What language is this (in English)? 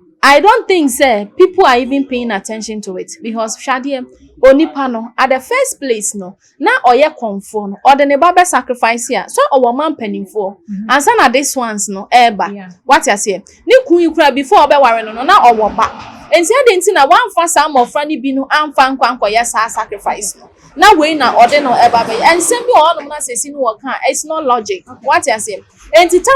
Akan